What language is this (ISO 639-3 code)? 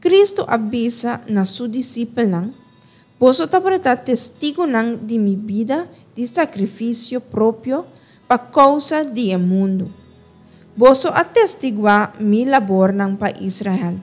pap